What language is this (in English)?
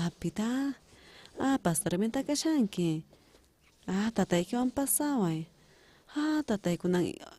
South Bolivian Quechua